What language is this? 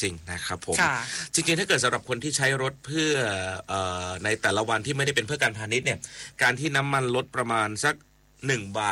Thai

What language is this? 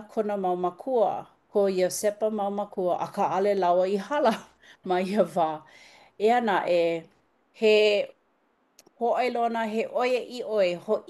Hawaiian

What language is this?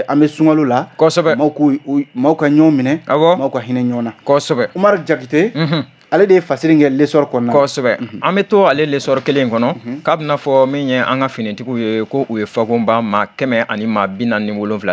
Bambara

